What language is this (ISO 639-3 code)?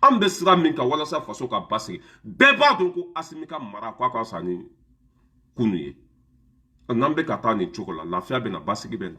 bam